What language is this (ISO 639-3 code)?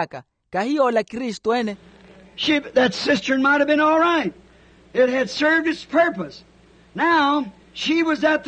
vmw